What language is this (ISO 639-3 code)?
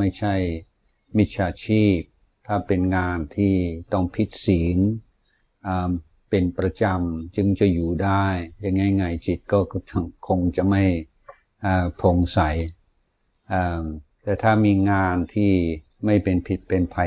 tha